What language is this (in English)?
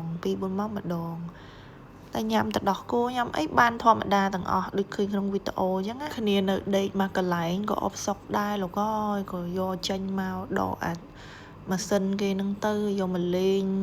Khmer